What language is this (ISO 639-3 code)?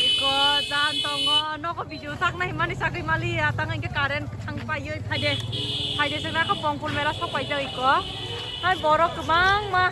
trp